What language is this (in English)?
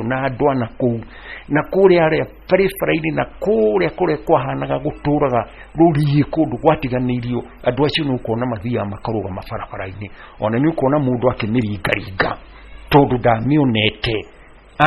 Kikuyu